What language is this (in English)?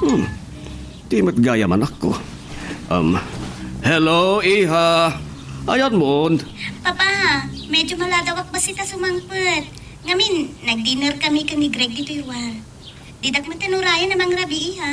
Iloko